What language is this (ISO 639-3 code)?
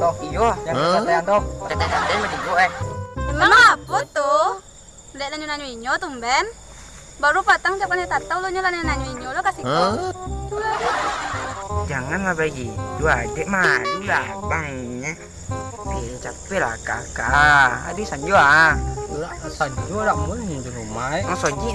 min